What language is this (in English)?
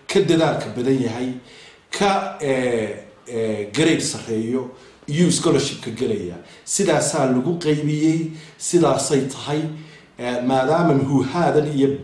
Somali